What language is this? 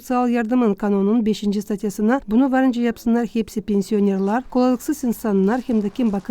Gagauz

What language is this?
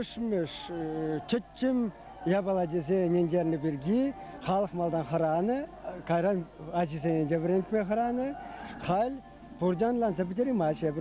Chuvash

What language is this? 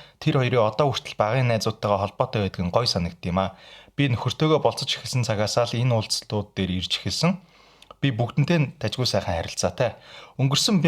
Mongolian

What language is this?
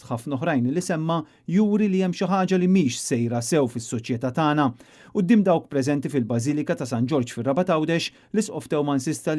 Maltese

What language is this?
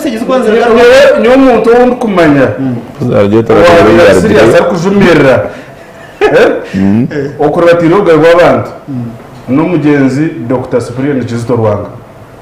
Nyankole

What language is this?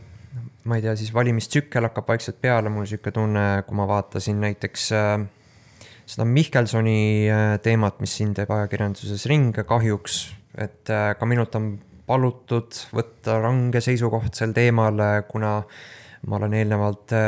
Estonian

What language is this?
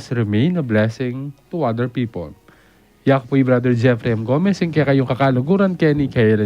Pampanga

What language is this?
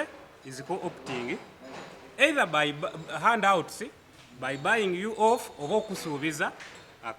Ganda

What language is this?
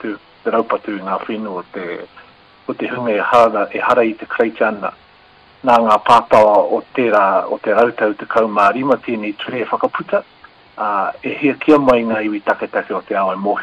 Māori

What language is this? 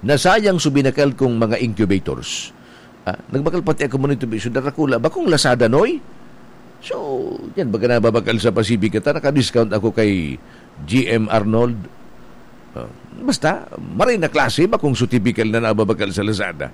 Bikol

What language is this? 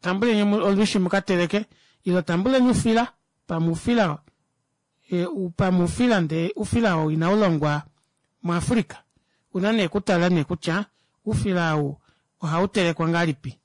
Kuanyama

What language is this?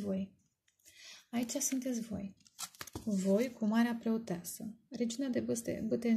Romanian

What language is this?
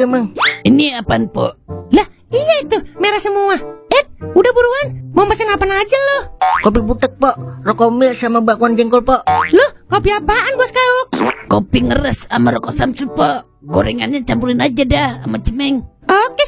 Betawi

